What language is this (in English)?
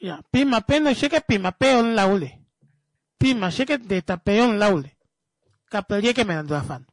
Kuanyama